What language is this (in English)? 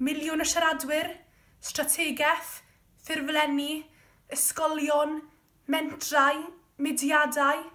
Welsh